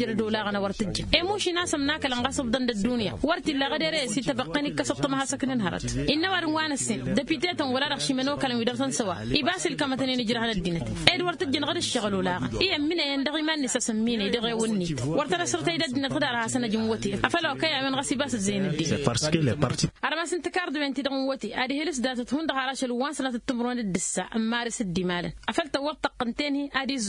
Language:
Tamasheq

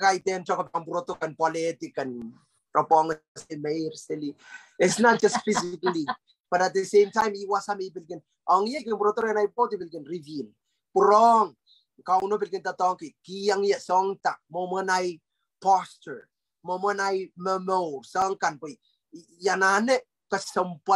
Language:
Pohnpeian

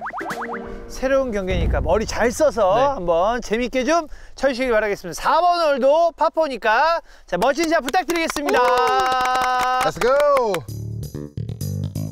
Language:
Korean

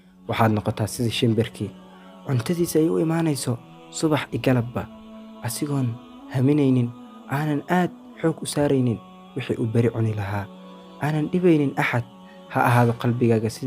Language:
Somali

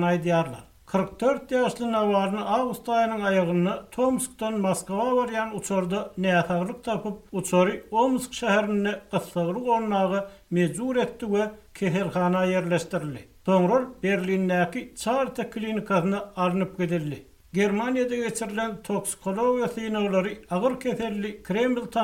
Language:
Turkmen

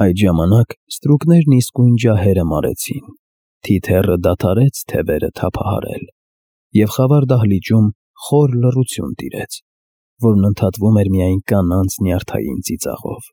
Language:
Armenian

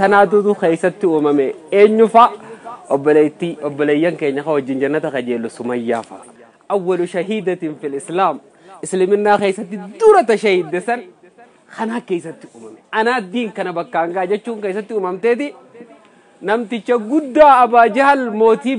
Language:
Oromo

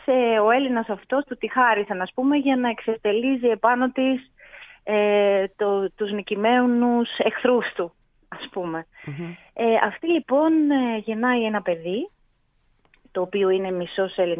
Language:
Greek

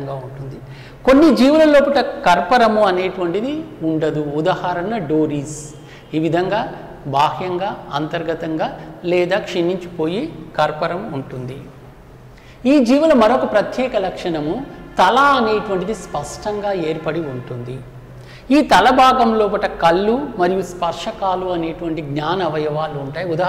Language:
Telugu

